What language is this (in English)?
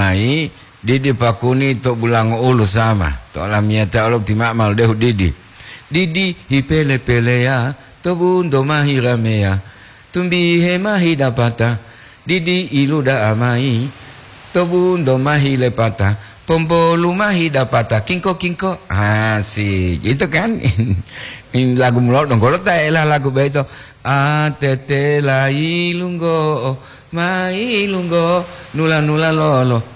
Gorontalo